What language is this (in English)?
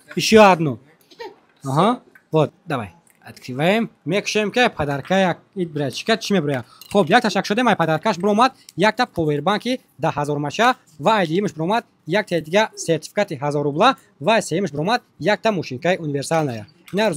Tajik